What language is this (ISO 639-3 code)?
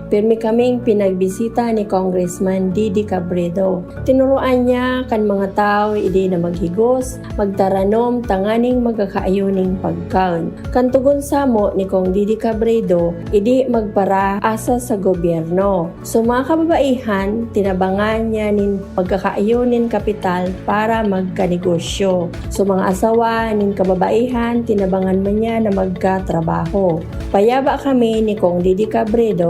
bik